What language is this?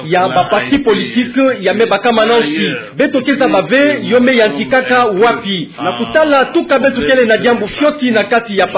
Kituba (Democratic Republic of Congo)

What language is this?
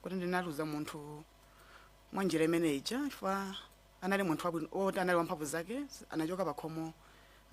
Nyanja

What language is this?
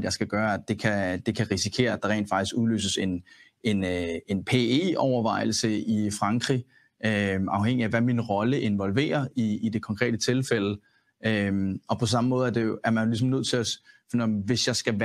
Danish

